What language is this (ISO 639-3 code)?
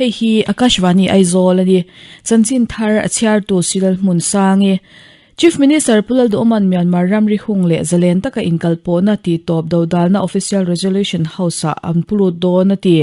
lus